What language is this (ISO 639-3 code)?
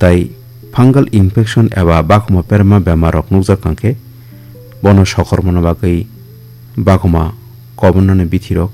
trp